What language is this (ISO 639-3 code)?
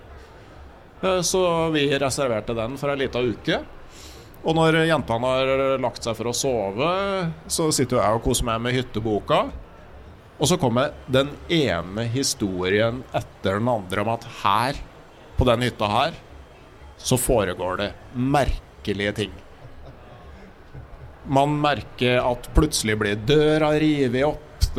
nor